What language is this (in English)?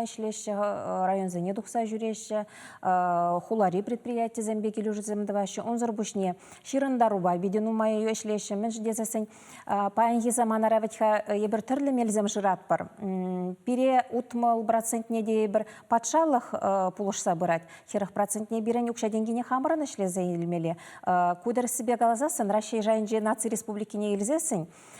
Chuvash